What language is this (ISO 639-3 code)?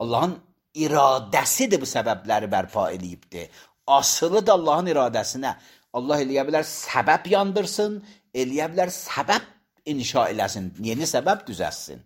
aze